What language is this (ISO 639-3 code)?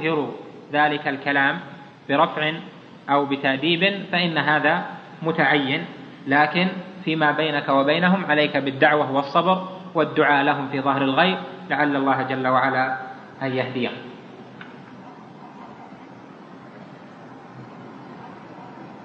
ara